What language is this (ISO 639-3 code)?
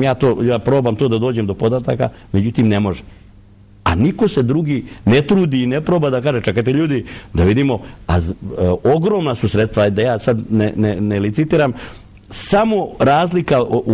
srp